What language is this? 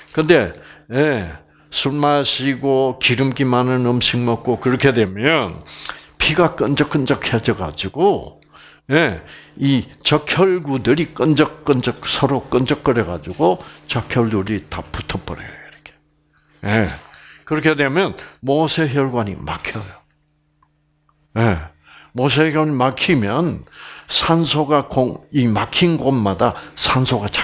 Korean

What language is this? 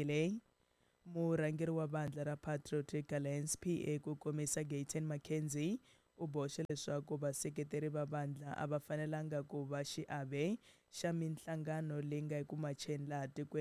Tsonga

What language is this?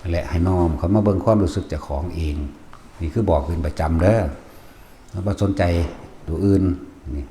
Northeastern Thai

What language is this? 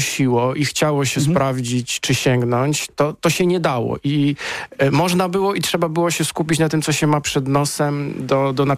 Polish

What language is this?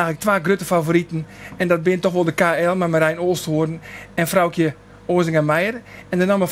Western Frisian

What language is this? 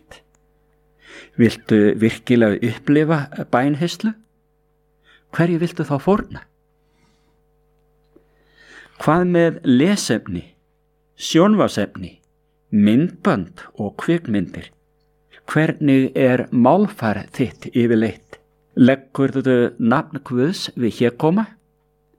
Icelandic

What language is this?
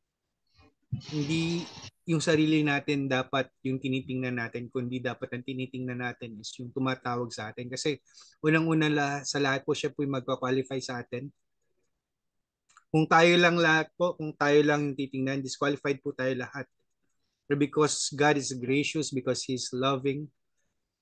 Filipino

